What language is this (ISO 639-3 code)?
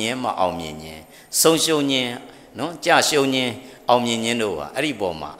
mya